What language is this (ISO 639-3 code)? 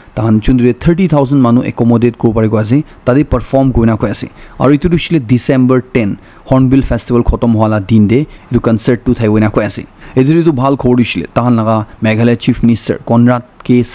nag